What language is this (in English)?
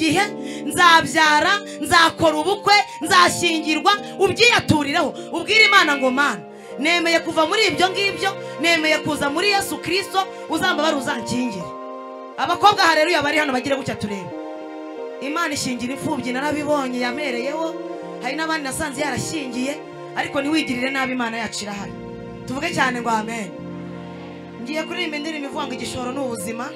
Kinyarwanda